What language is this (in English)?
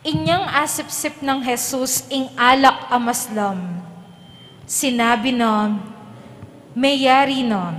Pampanga